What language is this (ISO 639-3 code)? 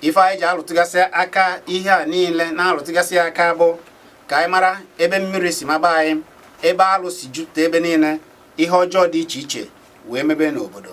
ibo